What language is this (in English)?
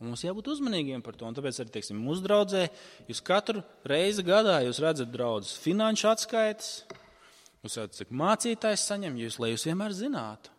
Latvian